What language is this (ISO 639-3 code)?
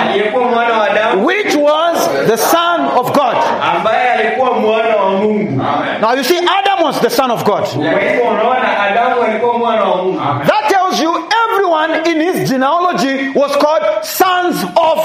swa